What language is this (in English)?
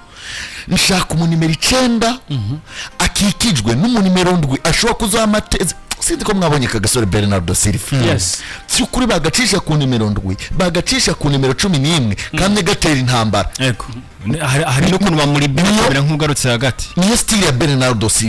Rundi